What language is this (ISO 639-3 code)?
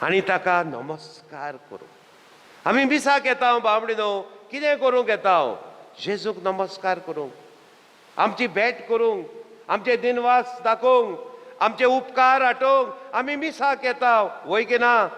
kok